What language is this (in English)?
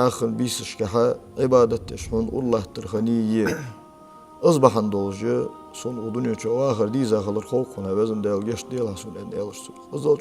Ingush